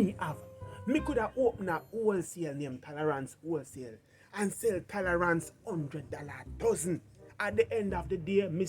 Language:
Jamaican Creole English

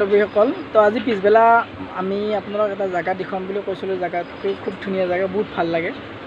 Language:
Assamese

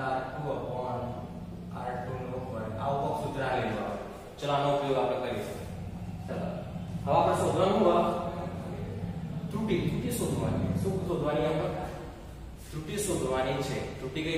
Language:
Gujarati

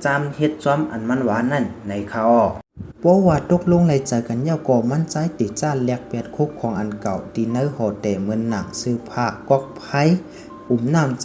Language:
Shan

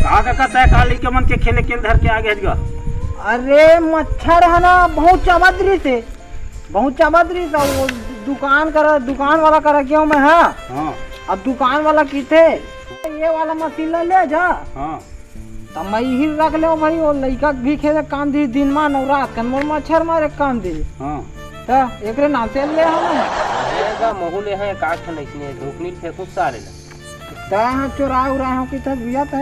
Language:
Chhattisgarhi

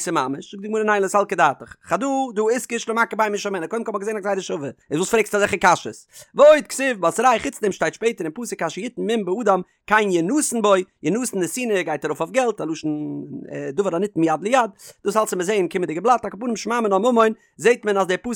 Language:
Yiddish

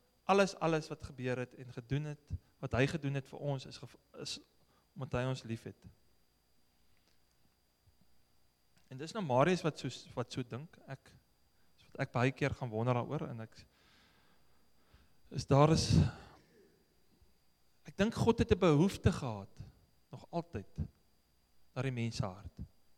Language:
Afrikaans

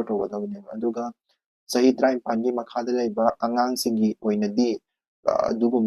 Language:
Manipuri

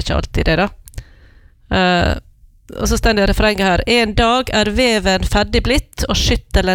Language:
Norwegian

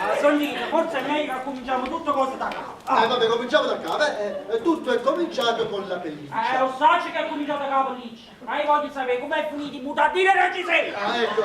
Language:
Neapolitan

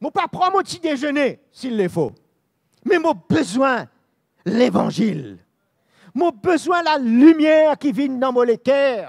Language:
Morisyen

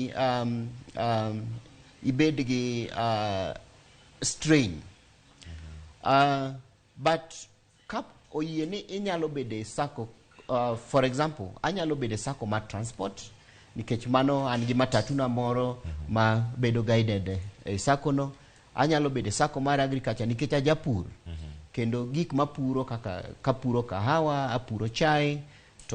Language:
Luo (Kenya and Tanzania)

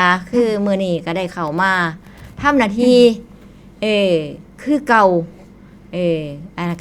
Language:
Northeastern Thai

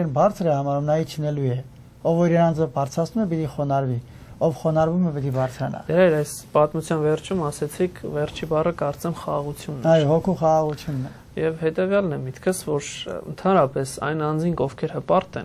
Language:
Armenian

